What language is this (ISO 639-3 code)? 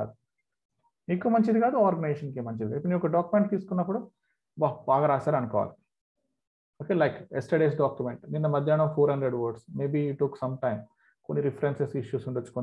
tel